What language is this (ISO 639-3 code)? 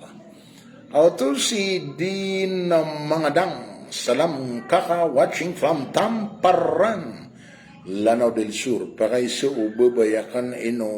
mrw